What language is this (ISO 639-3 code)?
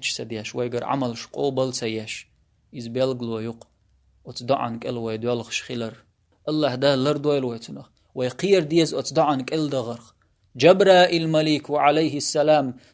che